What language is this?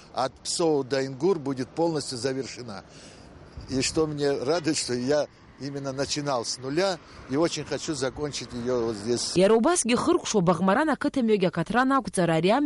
Abkhazian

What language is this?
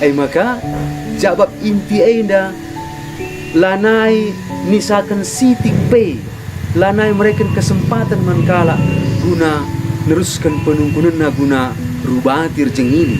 Batak Karo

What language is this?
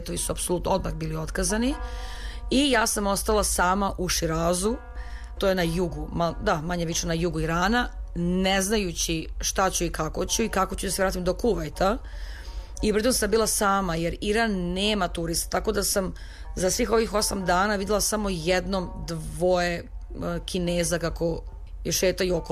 Serbian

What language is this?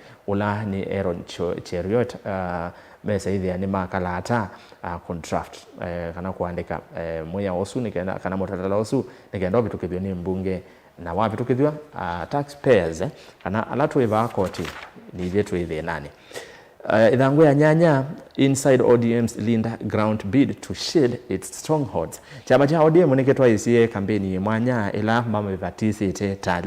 Kamba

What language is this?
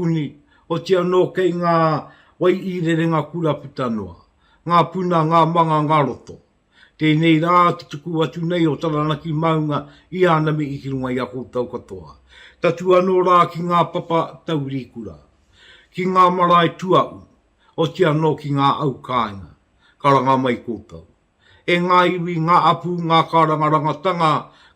Māori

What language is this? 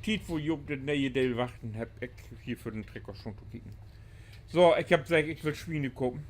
Low German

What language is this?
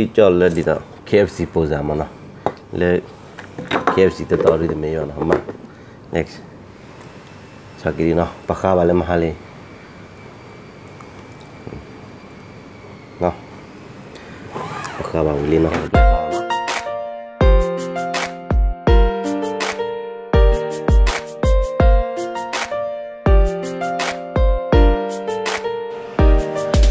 Malay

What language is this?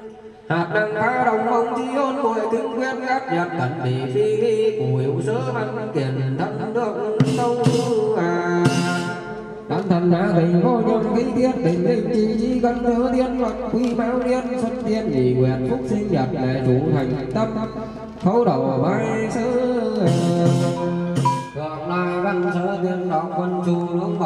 Vietnamese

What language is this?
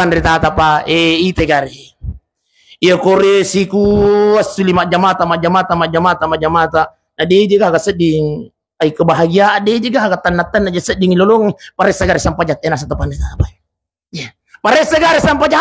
Buginese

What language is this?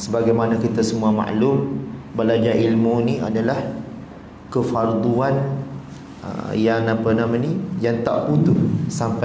Malay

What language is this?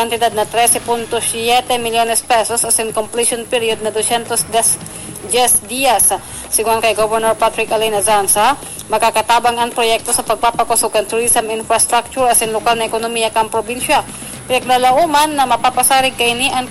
Bikol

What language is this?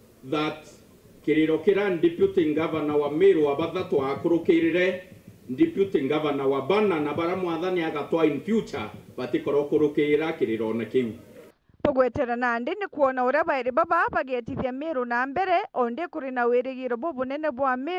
Meru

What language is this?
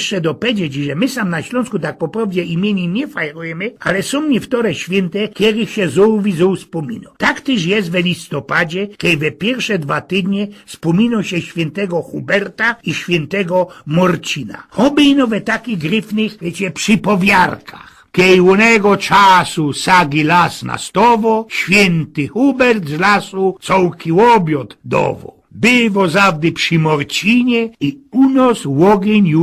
Silesian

